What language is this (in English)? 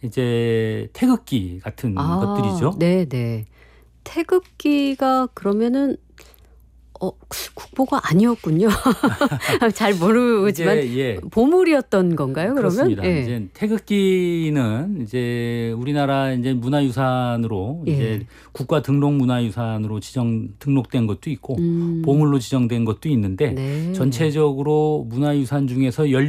Korean